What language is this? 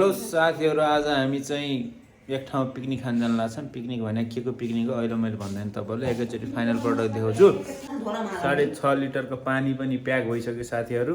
Nepali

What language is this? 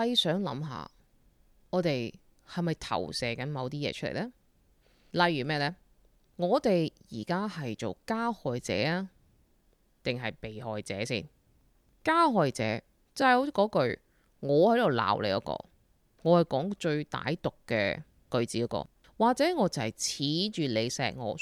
Cantonese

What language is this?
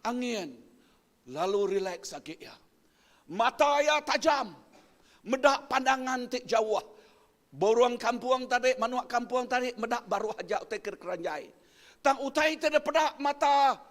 Iban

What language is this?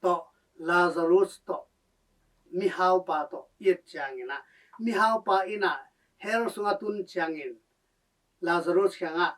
Tedim Chin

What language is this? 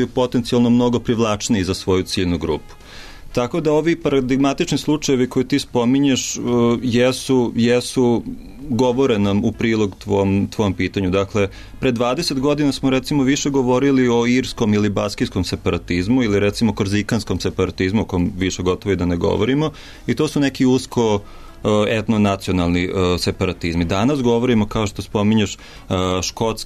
Serbian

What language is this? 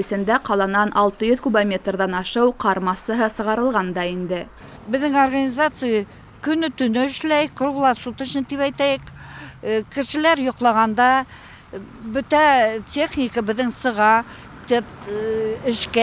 Bashkir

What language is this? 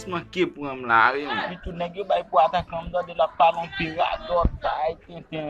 Haitian Creole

